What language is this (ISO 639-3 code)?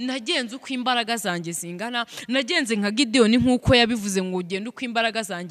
kin